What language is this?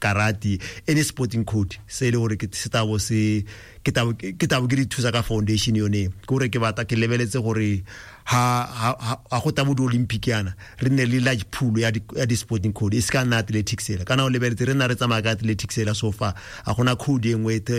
Tswana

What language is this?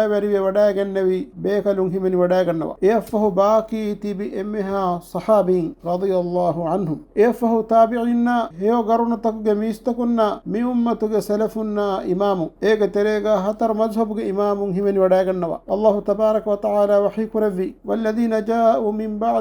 Divehi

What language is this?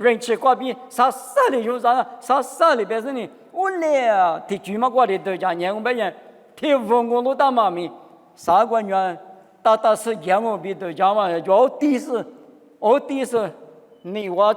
Lisu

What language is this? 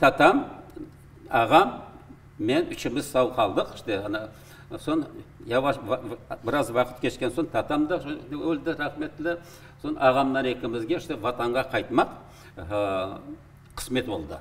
Crimean Tatar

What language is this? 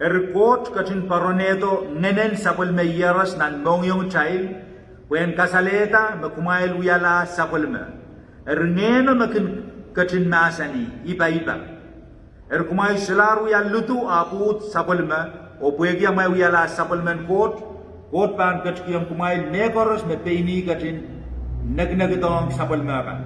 Pohnpeian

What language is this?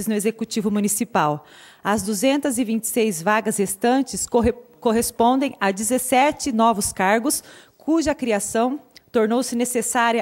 Portuguese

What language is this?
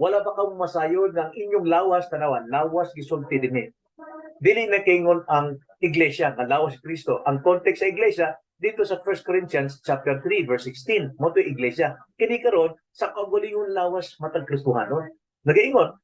Cebuano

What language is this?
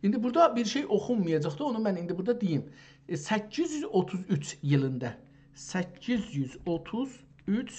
South Azerbaijani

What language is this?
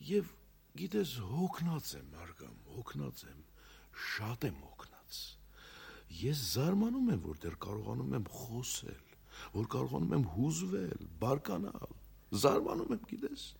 Armenian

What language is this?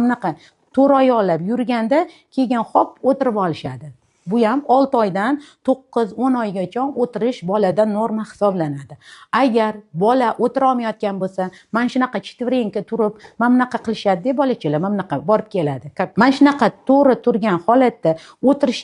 Uzbek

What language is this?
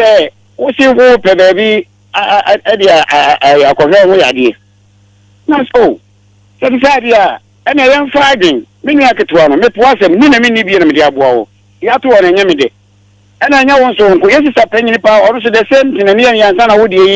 Akan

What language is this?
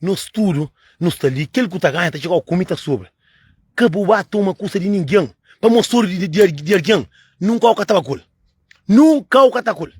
Kabuverdianu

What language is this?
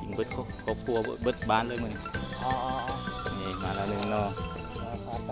Lao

